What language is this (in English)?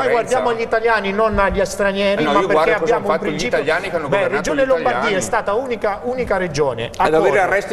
Italian